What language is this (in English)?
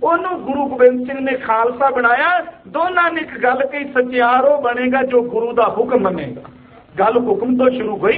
Punjabi